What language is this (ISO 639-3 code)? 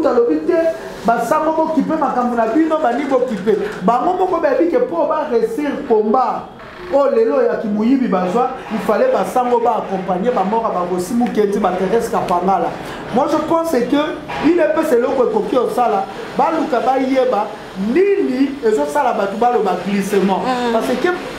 lin